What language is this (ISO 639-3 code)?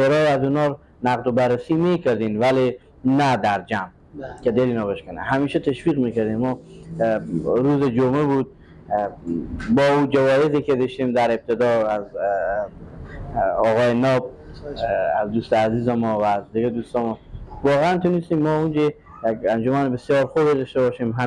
fas